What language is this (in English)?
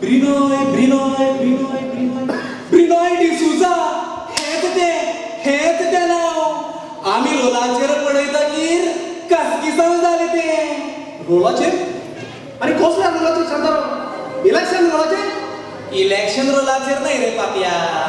Konkani